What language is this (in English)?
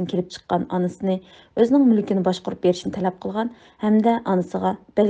Uyghur